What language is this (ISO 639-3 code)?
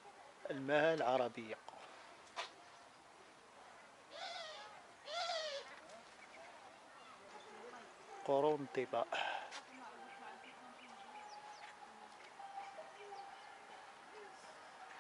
ara